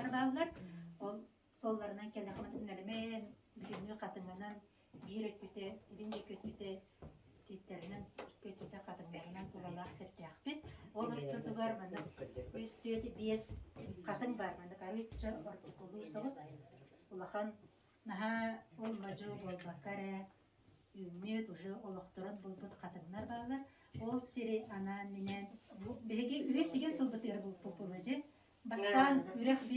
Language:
Yakut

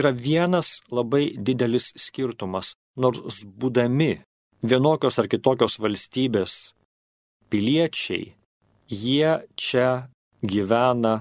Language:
Lithuanian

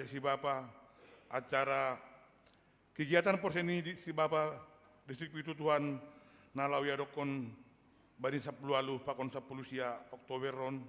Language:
Batak Simalungun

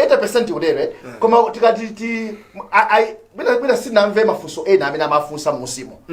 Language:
Nyanja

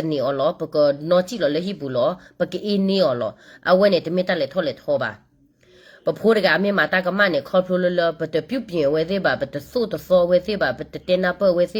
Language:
S'gaw Karen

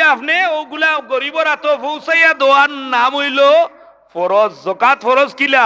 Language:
Sylheti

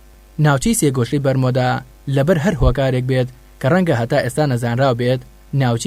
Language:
Central Kurdish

